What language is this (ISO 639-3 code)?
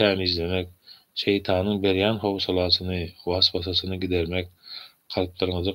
tuk